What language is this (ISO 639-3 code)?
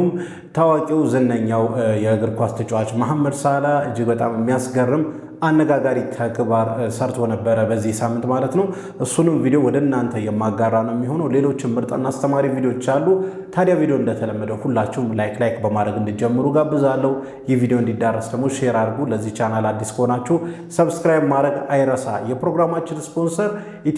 amh